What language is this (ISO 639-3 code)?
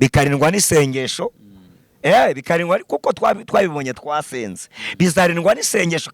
kin